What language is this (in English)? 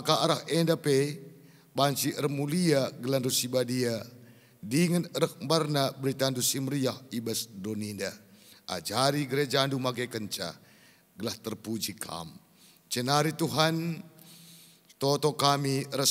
Batak Karo